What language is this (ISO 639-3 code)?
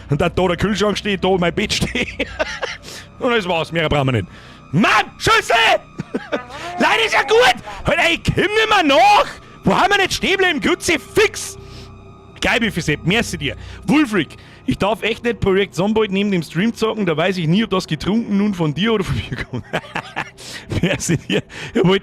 bar